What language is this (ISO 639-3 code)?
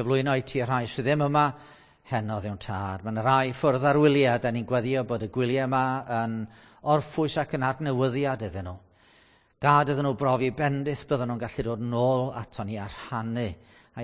cym